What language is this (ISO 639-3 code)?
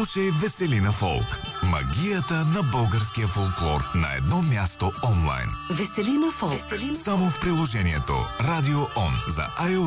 bul